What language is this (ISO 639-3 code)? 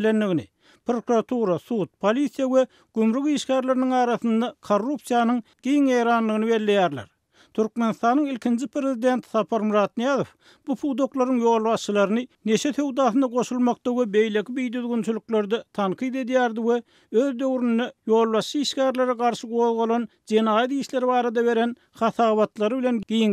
tuk